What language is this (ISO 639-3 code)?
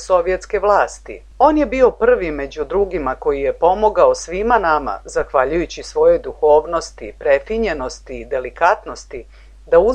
srp